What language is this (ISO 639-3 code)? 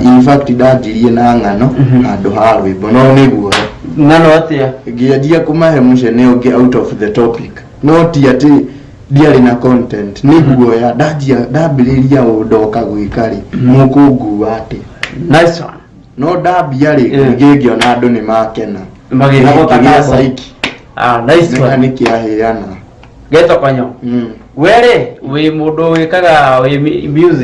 kik